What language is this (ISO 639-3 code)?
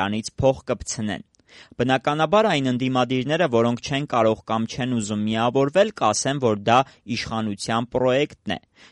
hye